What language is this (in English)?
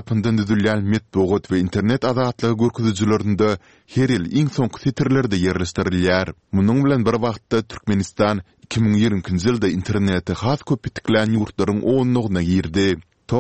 Turkmen